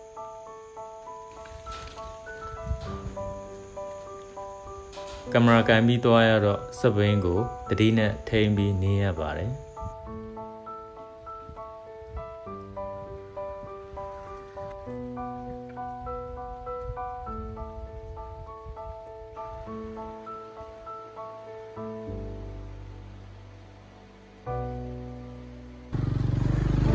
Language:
Burmese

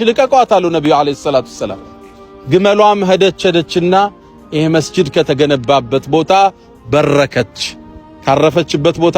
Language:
Amharic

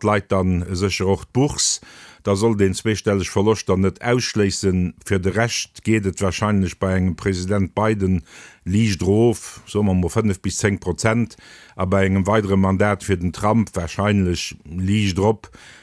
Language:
Luxembourgish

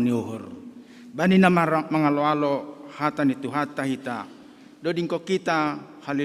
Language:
Batak Simalungun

